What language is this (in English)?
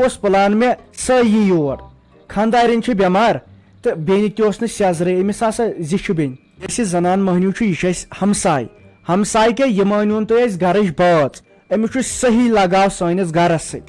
Kashmiri